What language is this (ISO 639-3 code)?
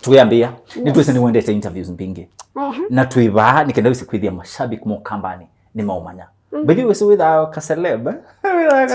kam